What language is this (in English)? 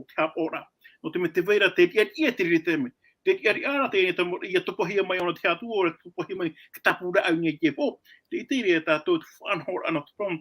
Tahitian